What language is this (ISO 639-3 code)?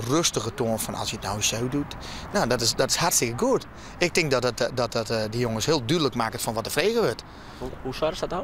fry